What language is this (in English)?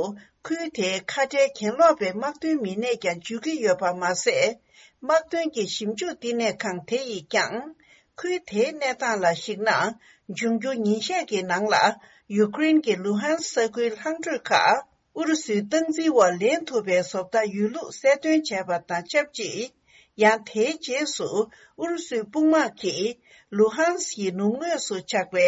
Tibetan